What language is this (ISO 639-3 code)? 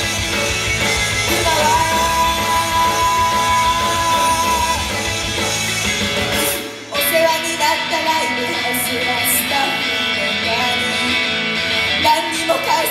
jpn